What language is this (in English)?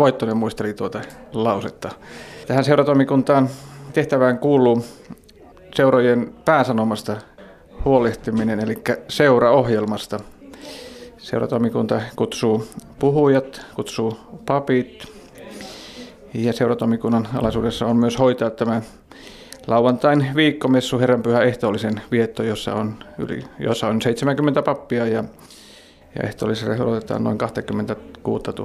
Finnish